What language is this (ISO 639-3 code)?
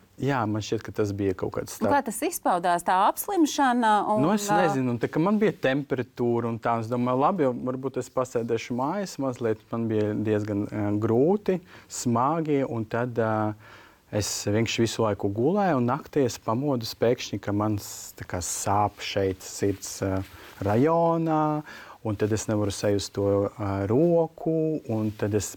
lav